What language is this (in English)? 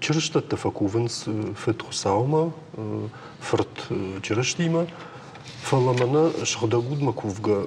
Ossetic